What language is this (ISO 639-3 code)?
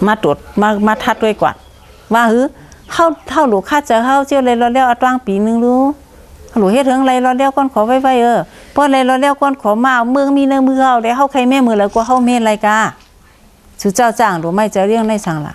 shn